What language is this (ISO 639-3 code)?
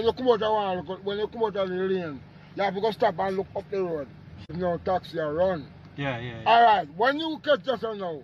jam